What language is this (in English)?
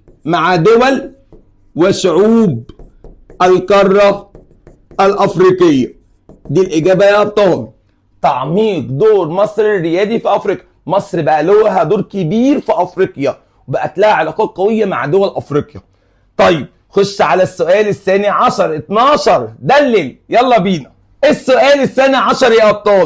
Egyptian Arabic